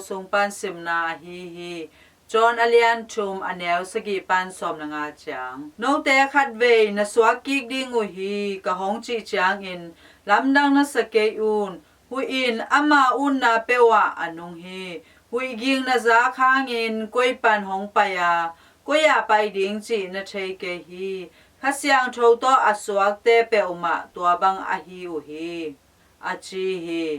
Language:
Tedim Chin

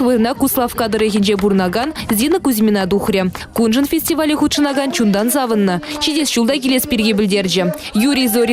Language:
Chuvash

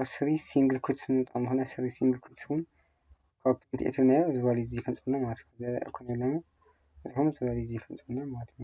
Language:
Tigrinya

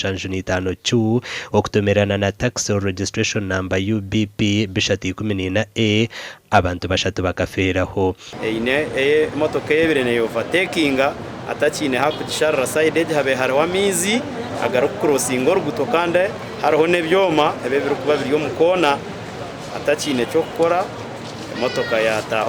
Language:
Nyankole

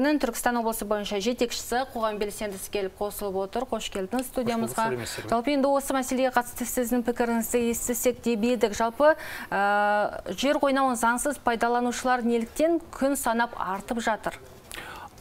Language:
Kazakh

